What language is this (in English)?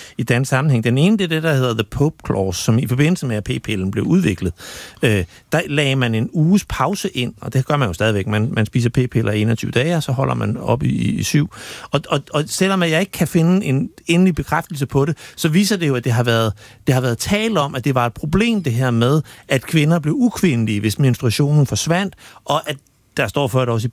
Danish